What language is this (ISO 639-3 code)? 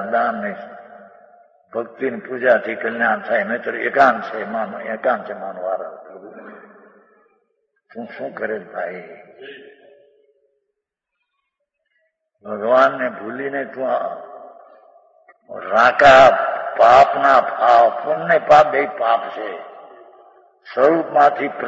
guj